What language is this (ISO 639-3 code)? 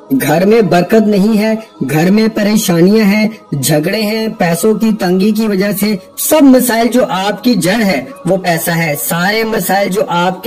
urd